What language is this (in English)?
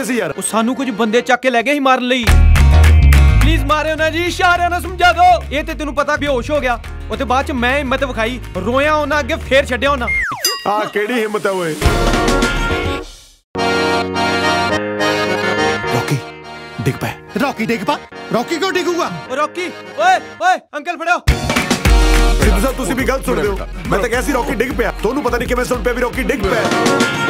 Punjabi